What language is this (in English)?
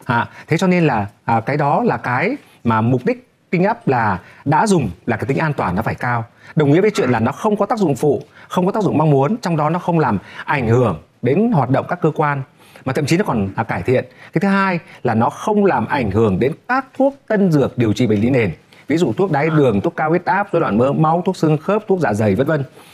Vietnamese